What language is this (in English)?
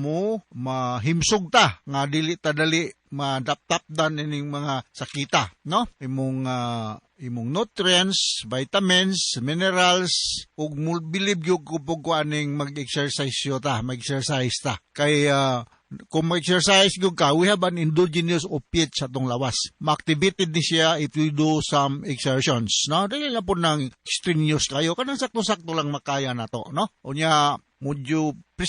Cebuano